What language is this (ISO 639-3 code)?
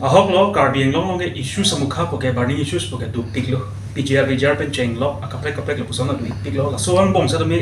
mjw